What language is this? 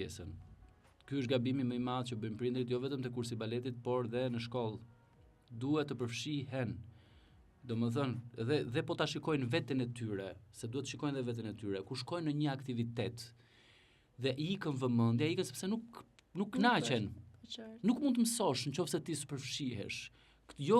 Albanian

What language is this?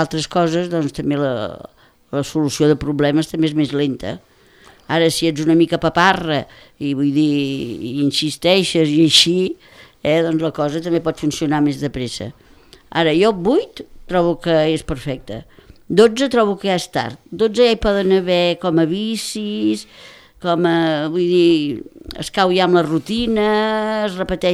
Catalan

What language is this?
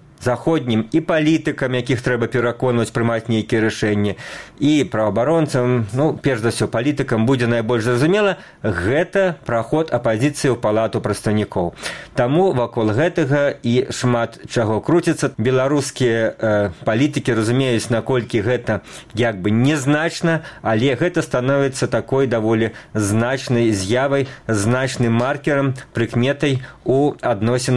Belarusian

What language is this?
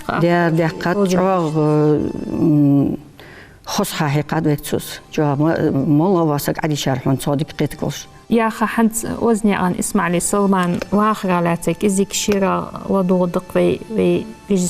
Ingush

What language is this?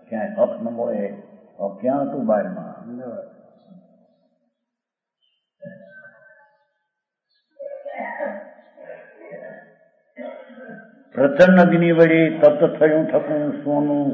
Gujarati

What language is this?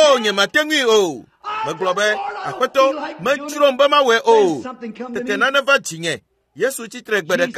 Ewe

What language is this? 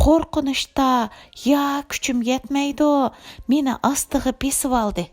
Uyghur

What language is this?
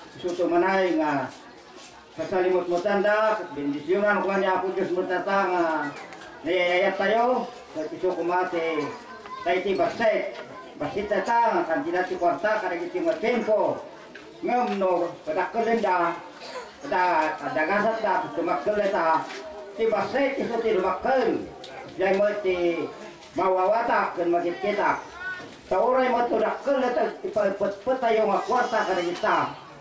Iloko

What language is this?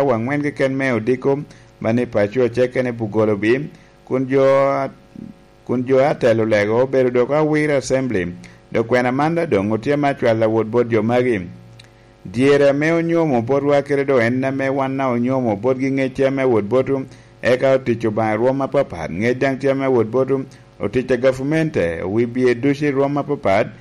Lango (Uganda)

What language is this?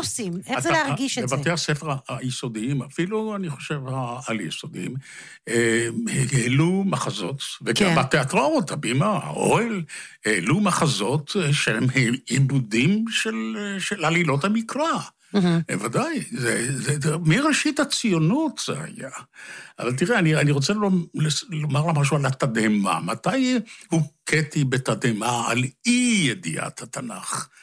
Hebrew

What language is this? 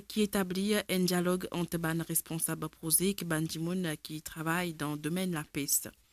Morisyen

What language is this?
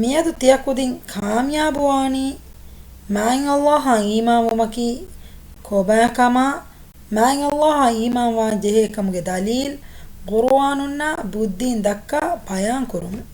Divehi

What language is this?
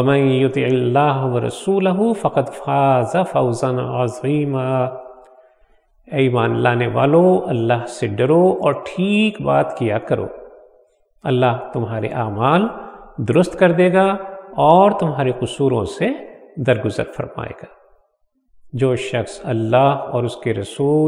Urdu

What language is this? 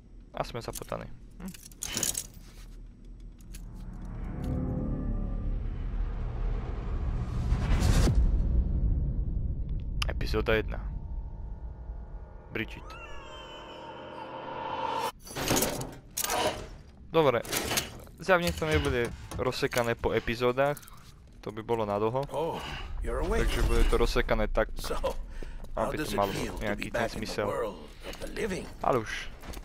Slovak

